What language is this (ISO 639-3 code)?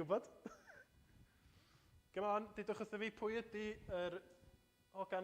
cym